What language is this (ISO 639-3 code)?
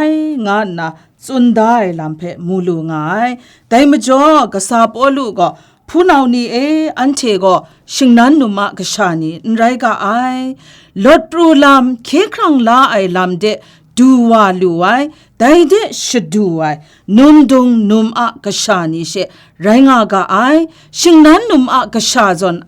kac